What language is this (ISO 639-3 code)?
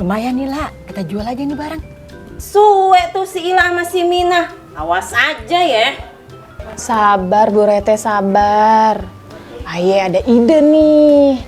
bew